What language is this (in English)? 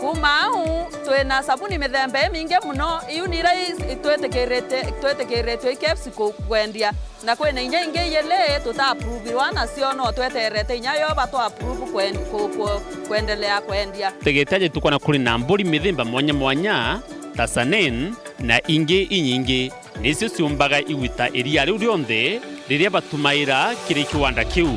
Meru